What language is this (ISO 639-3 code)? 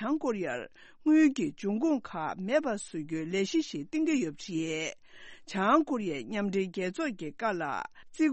bod